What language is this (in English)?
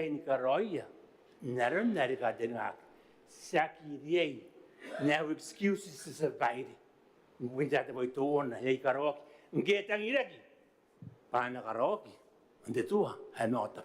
Gilbertese